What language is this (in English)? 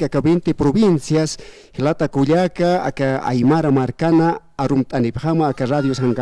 Aymara